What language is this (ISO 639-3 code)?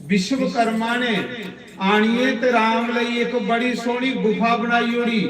doi